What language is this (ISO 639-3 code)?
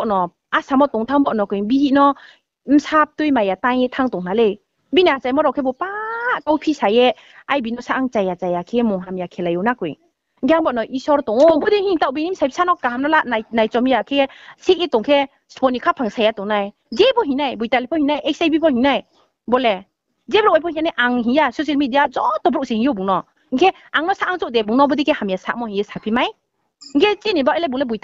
ria